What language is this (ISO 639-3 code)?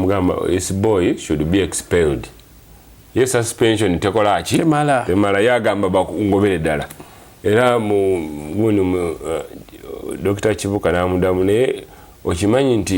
lug